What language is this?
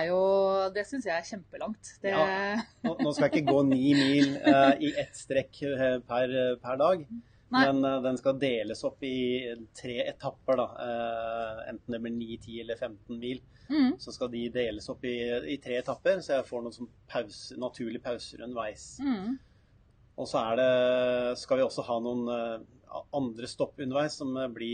Norwegian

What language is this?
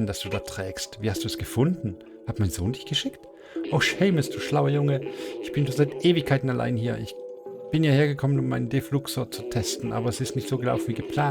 Swiss German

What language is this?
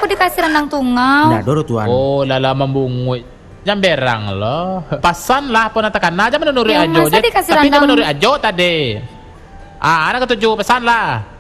Minangkabau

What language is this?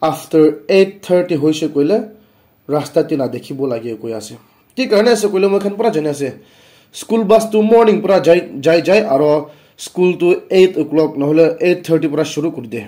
Naga Pidgin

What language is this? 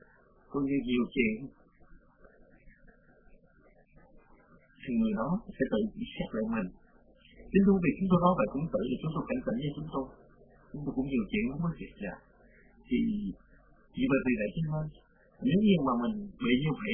Vietnamese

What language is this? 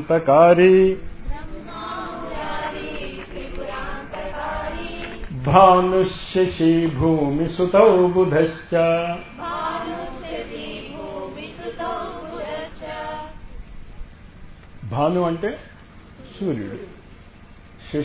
Telugu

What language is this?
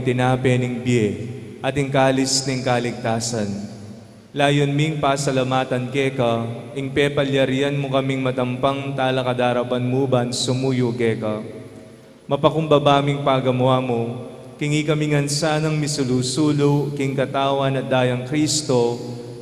Pampanga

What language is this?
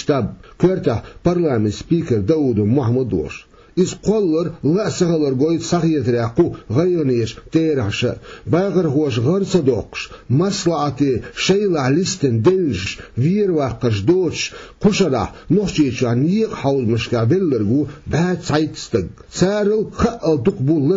Chechen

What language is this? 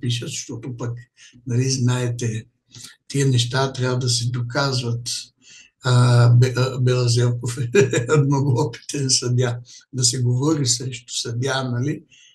Bulgarian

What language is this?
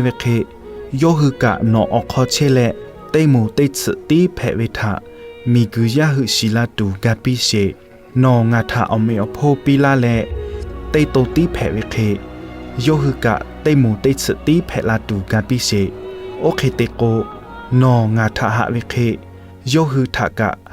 Lahu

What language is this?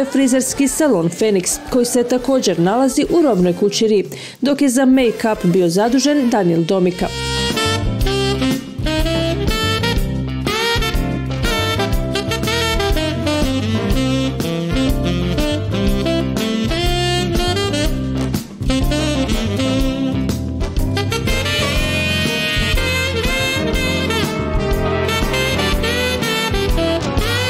Croatian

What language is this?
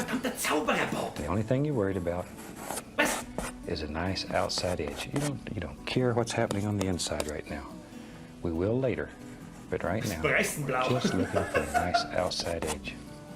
Bavarian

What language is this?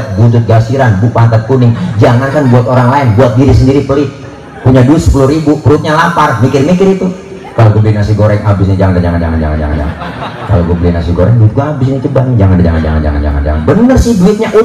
Betawi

